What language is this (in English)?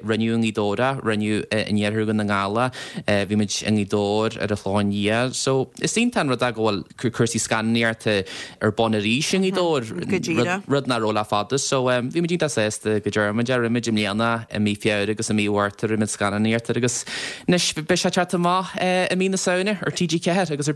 Irish